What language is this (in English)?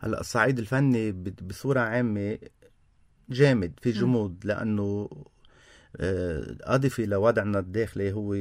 North Levantine Arabic